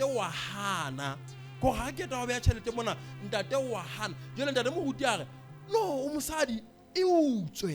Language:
Southern Sotho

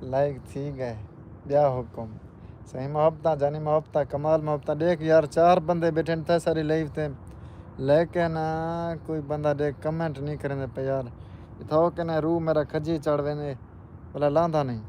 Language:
Saraiki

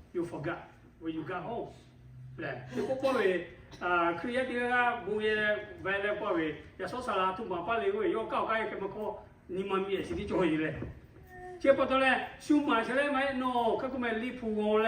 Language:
Lahu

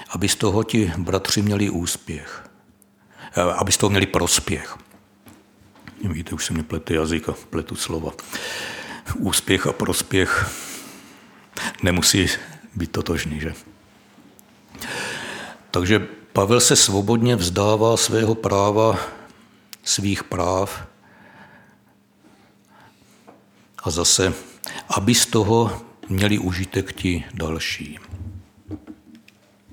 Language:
Czech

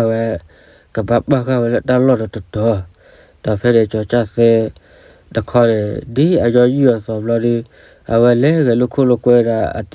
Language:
S'gaw Karen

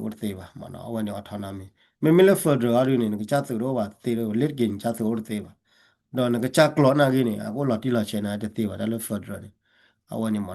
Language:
S'gaw Karen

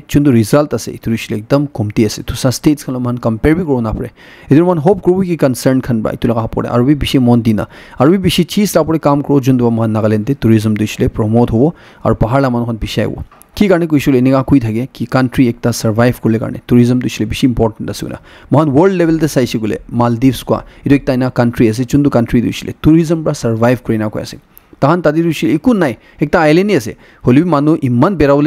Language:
Naga Pidgin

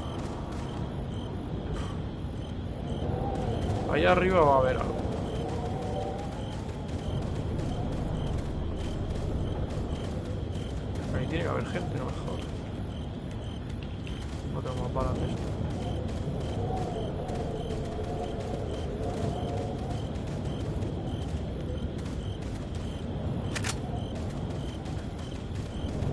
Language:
Spanish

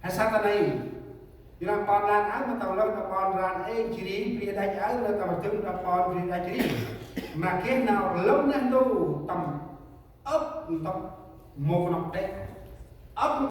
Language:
Central Mnong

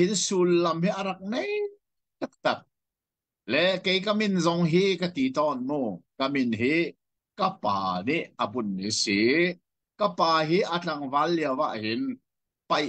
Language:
Hakha Chin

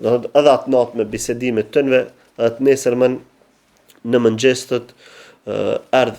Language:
Albanian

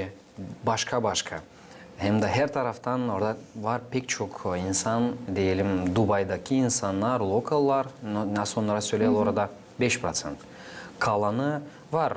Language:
Gagauz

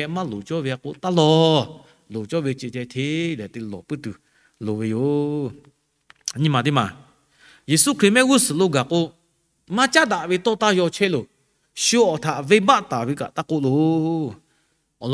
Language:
Lahu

